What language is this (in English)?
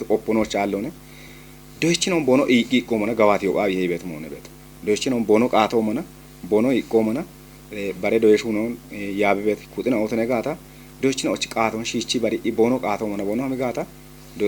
Kafa